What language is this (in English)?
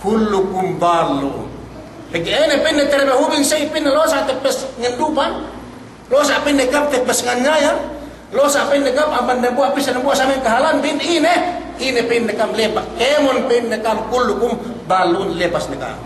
Yakan